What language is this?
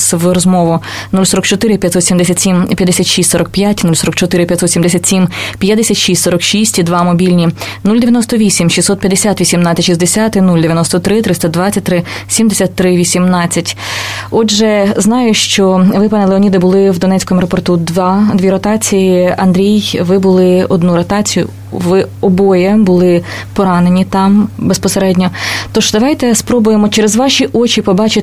Ukrainian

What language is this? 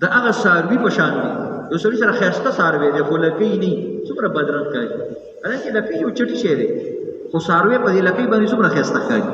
Pashto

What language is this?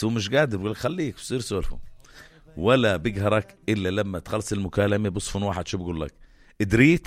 North Levantine Arabic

